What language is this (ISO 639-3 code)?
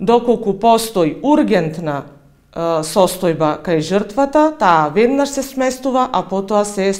mkd